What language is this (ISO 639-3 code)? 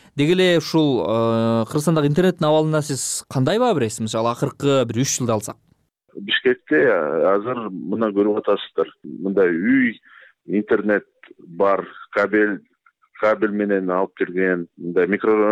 kir